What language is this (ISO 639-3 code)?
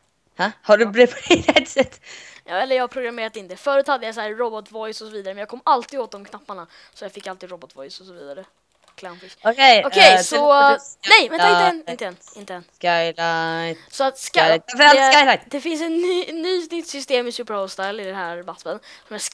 swe